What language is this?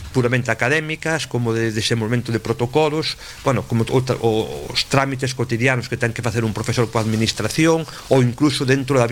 Galician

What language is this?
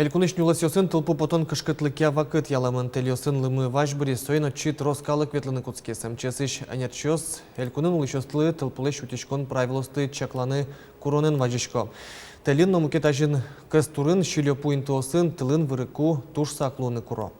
Udmurt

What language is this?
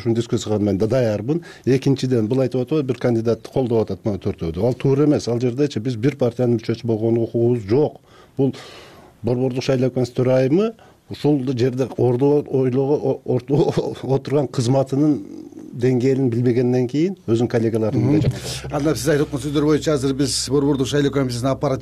Kyrgyz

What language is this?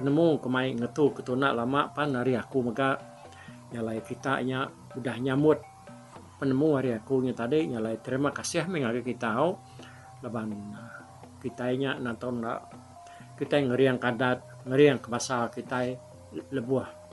Iban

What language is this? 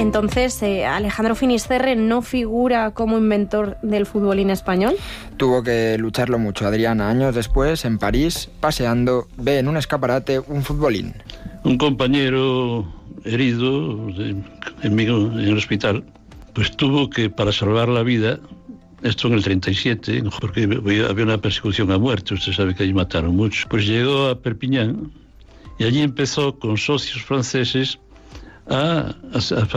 Spanish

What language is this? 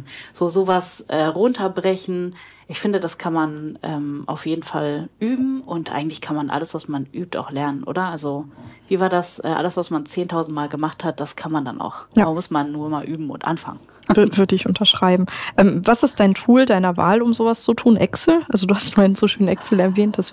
German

